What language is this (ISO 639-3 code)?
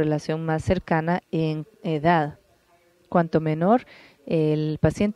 spa